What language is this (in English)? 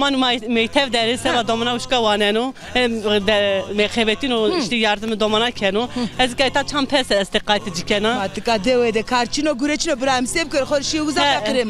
Zaza